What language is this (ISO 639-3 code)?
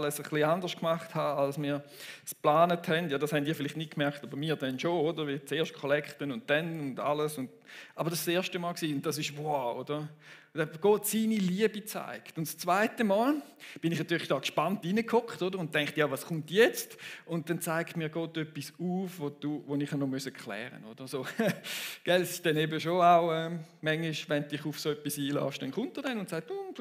gsw